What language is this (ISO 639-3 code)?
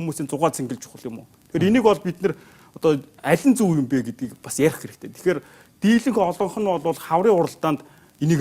mon